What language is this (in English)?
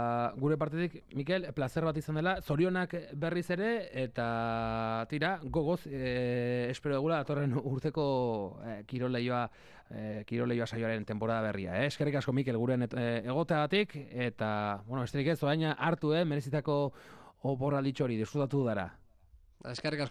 Basque